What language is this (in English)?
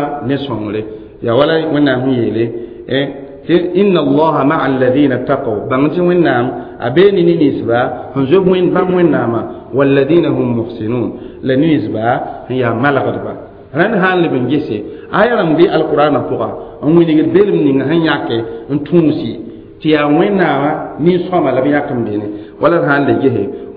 Mossi